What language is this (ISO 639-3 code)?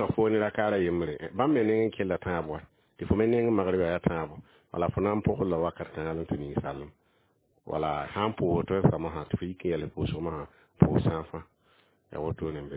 mos